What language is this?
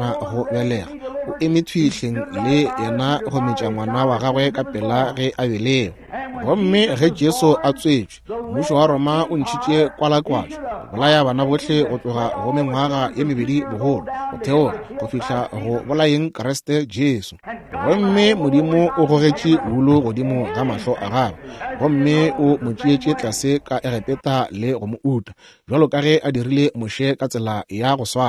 Northern Sotho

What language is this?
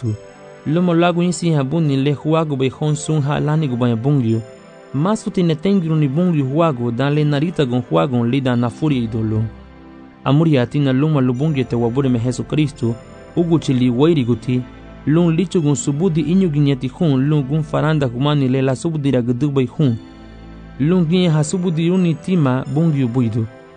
Garifuna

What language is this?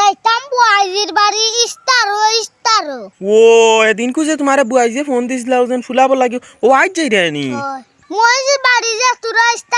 Sylheti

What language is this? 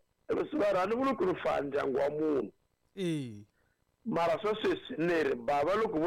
Tsonga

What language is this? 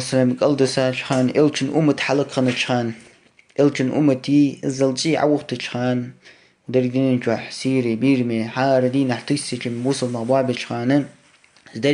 Ingush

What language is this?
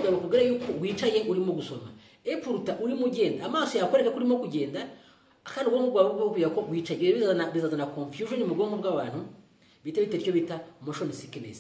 Kinyarwanda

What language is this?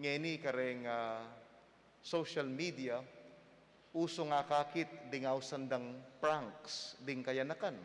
Pampanga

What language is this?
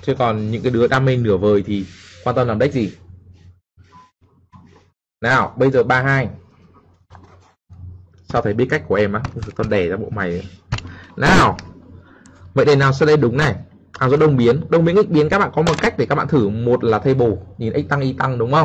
Vietnamese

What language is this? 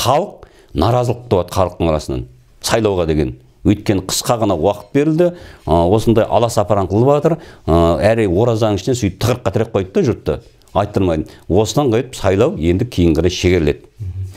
Kazakh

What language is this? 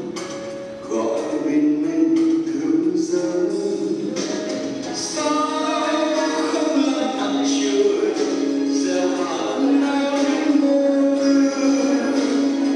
Vietnamese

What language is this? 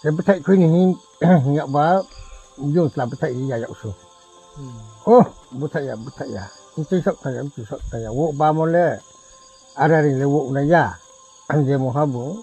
Riang (India)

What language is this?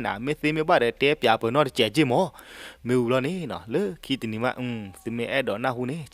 S'gaw Karen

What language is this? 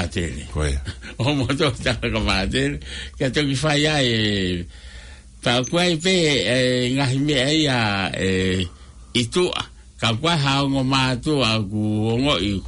Tongan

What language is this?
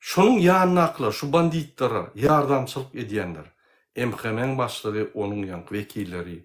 Turkmen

